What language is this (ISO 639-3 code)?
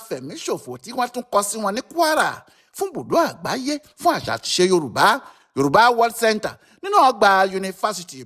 yor